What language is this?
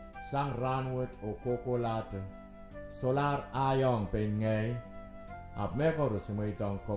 Pohnpeian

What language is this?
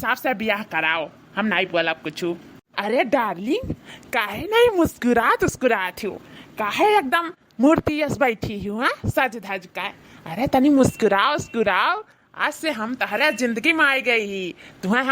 Awadhi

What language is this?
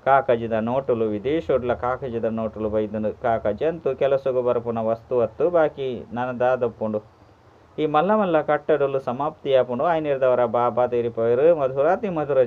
Tulu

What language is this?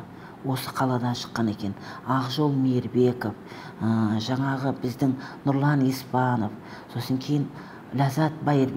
Kazakh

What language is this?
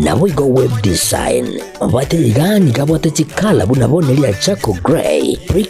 Gusii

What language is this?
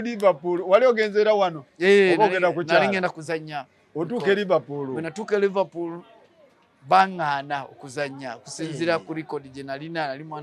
Ganda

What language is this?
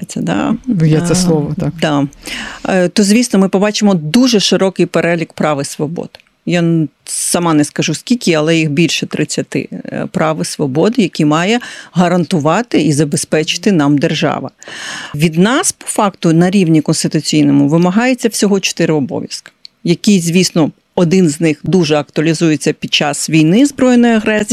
Ukrainian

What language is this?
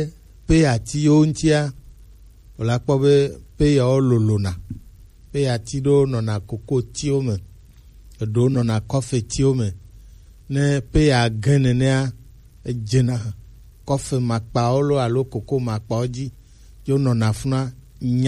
Gen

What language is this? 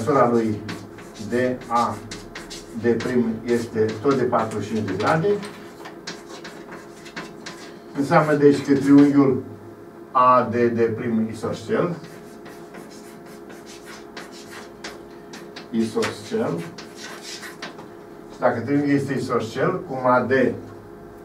Romanian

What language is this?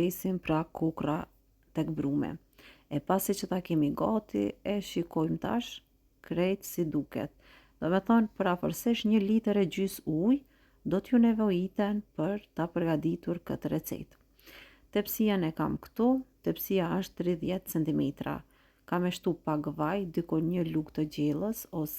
Albanian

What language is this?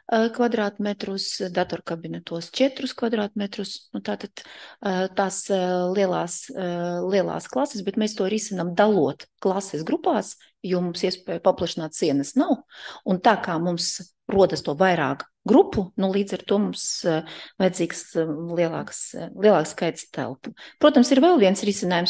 Latvian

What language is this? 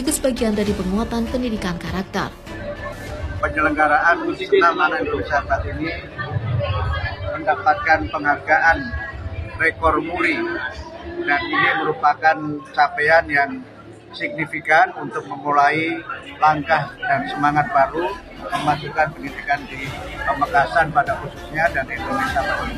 Indonesian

